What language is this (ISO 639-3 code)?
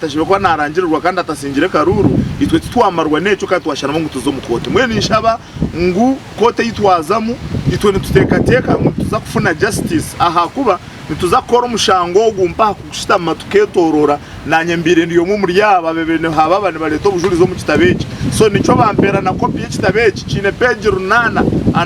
nyn